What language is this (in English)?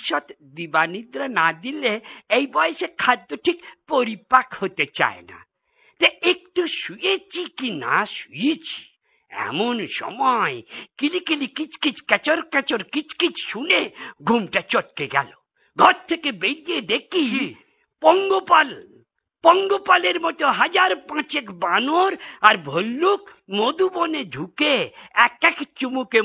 Bangla